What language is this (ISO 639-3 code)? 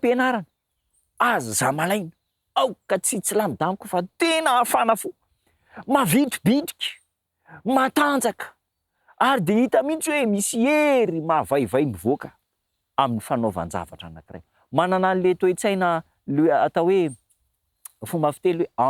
mlg